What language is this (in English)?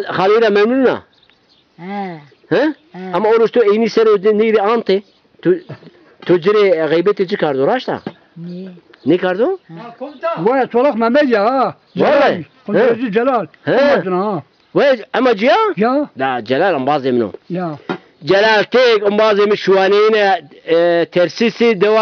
Zaza